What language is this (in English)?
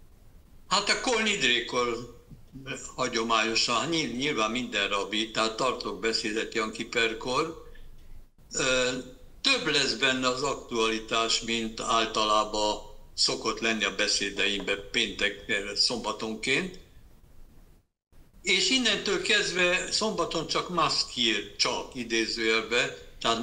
Hungarian